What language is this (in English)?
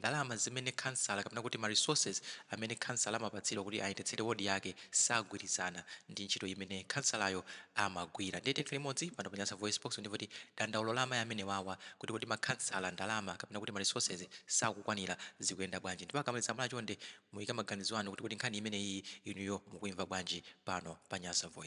Nyanja